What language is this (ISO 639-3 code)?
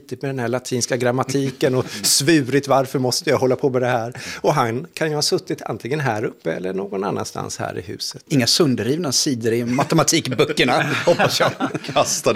swe